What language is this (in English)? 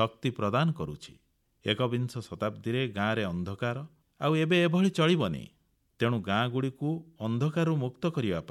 Odia